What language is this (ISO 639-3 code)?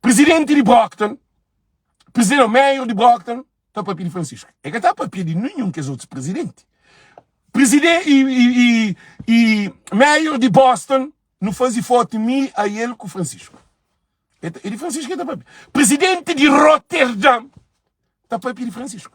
kea